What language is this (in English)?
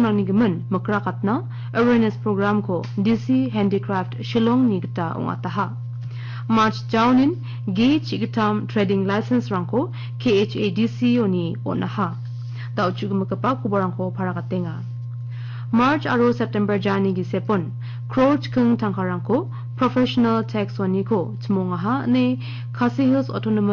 Garo